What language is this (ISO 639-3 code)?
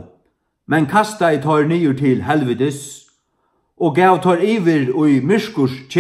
fao